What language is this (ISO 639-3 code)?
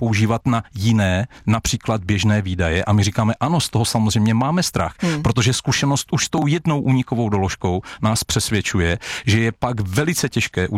ces